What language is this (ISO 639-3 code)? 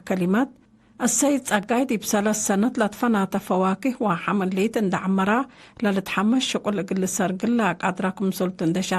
tig